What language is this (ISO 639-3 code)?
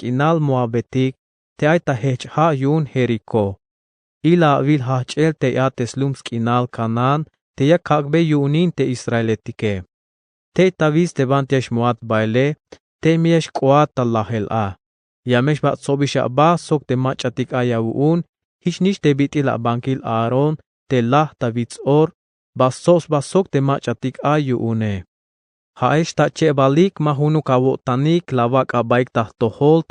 tzh